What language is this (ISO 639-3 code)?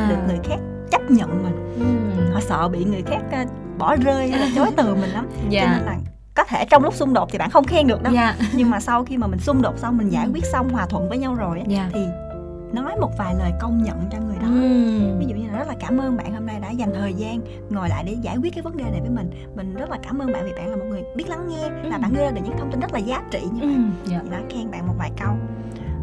vie